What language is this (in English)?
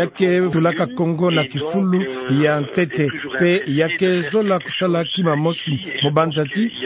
Kituba (Democratic Republic of Congo)